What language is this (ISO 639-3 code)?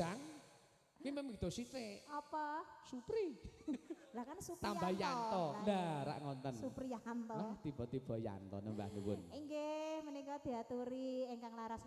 jav